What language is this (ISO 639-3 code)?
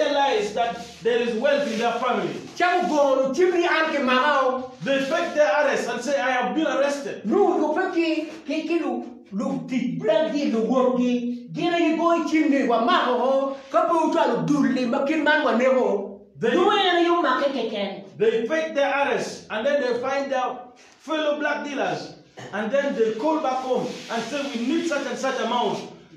ach